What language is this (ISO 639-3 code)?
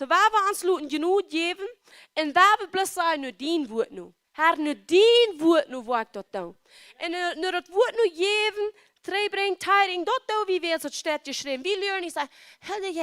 pdt